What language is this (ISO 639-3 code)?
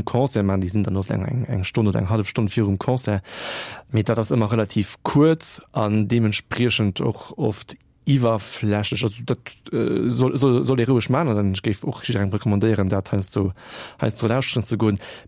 ltz